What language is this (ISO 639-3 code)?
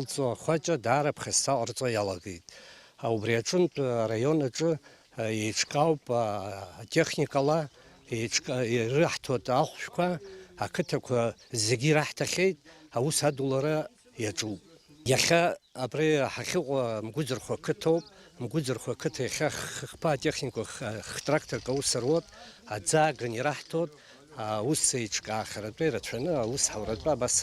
abk